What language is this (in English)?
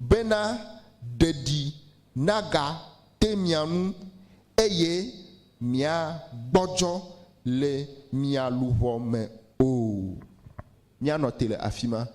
Ewe